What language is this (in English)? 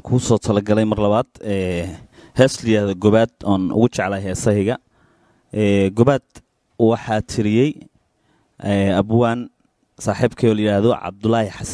Somali